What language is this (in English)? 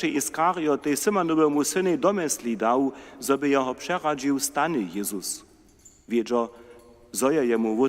Upper Sorbian